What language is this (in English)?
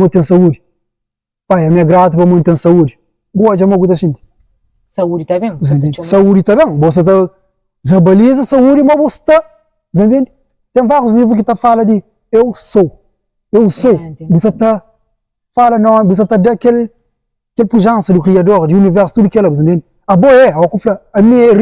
Kabuverdianu